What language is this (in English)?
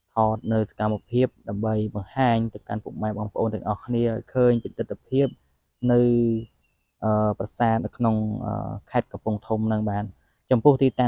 Khmer